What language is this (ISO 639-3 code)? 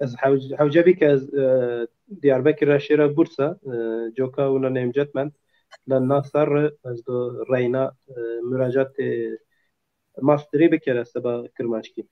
zza